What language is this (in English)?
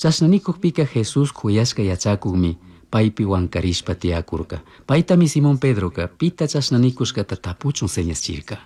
Chimborazo Highland Quichua